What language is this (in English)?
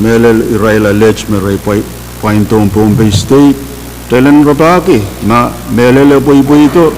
Pohnpeian